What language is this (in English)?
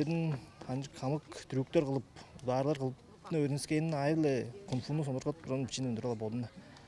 Tuvinian